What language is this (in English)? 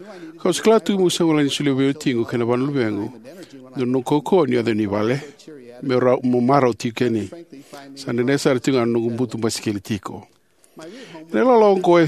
Fijian